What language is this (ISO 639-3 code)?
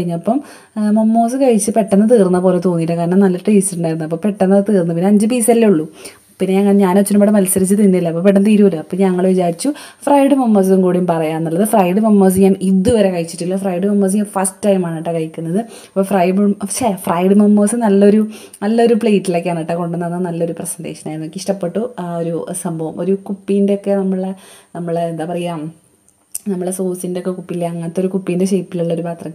mal